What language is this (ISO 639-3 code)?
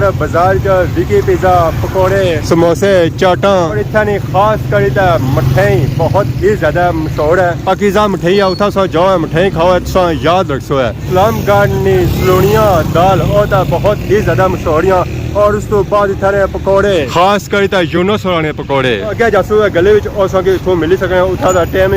phr